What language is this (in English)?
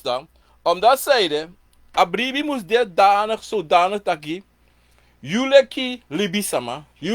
Sranan Tongo